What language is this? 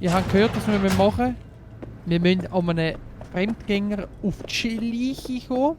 Swiss German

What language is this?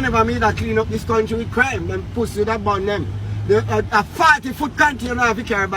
Jamaican Creole English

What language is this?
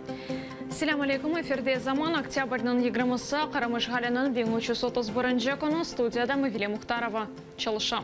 Crimean Tatar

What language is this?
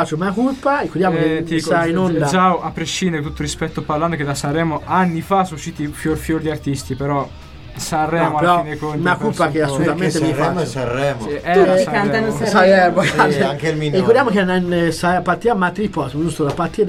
Italian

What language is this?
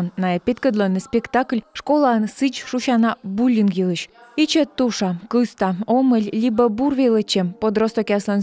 Komi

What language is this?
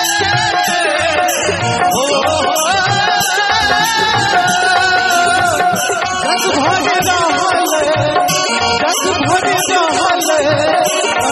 Bhojpuri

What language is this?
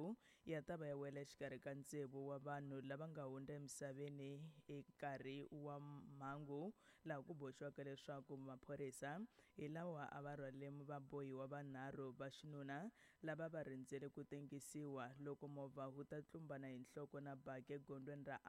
Tsonga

